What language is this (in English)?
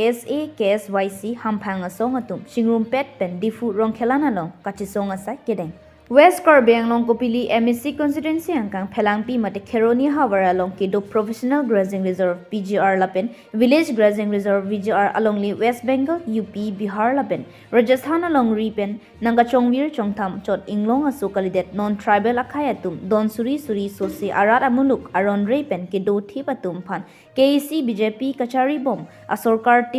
Karbi